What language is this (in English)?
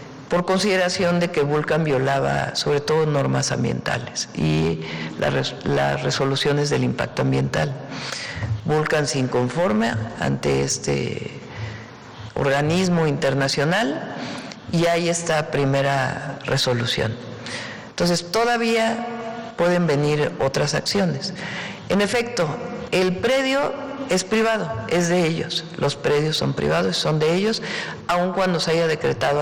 Spanish